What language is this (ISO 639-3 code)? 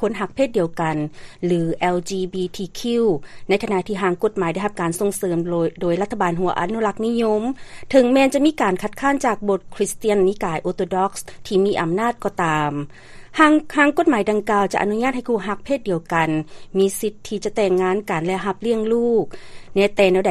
lao